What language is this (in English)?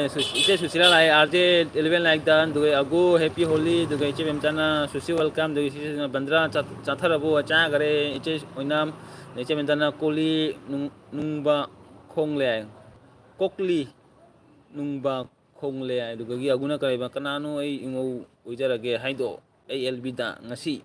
Manipuri